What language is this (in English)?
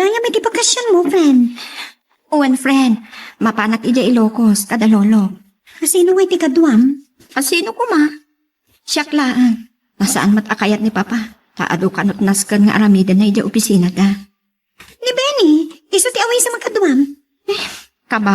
Iloko